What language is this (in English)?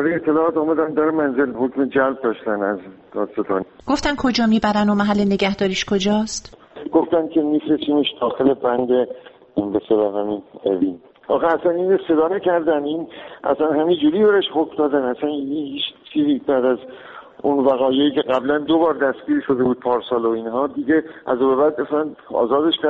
Persian